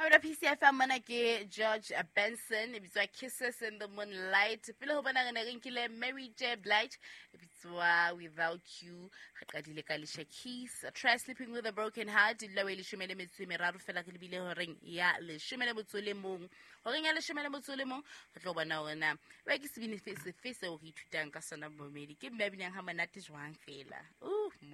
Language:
Southern Sotho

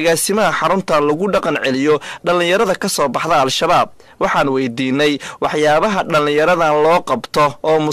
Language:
Somali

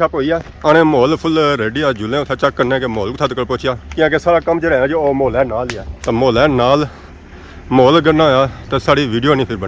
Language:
Pahari-Potwari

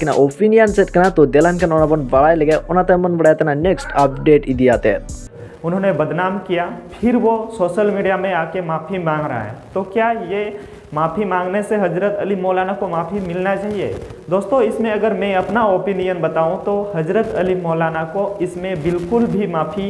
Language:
Santali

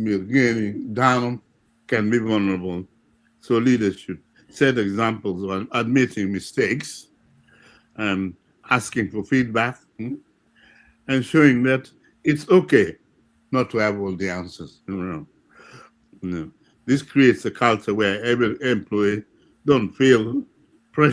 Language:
Acoli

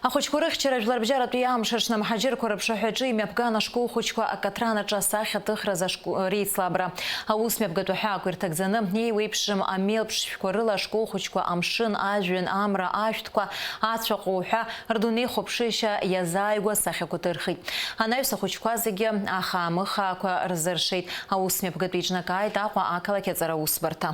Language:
Abkhazian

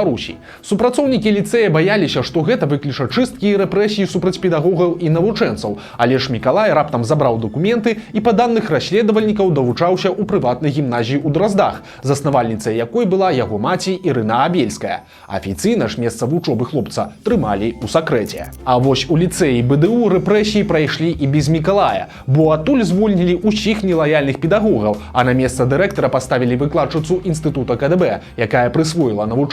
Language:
Belarusian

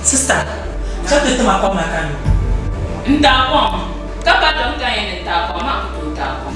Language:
Dagbani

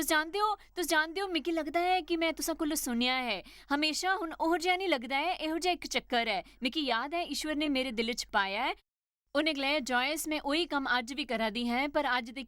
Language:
Dogri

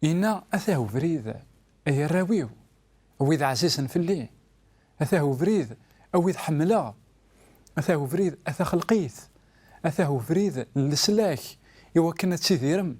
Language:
Kabyle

